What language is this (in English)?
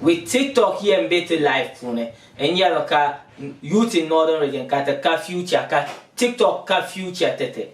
Dagbani